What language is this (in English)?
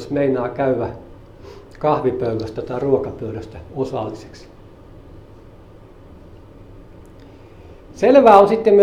Finnish